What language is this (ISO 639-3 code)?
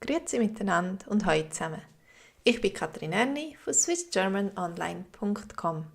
gsw